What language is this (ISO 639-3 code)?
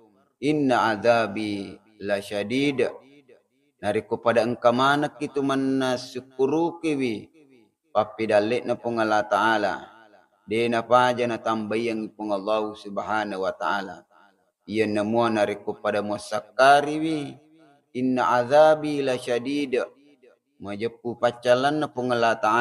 bug